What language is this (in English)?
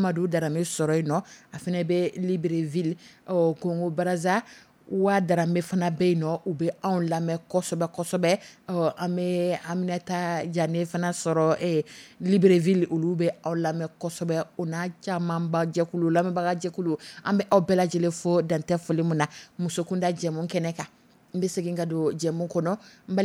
Dyula